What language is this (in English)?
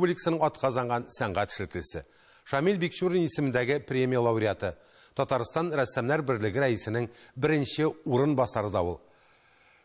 Tatar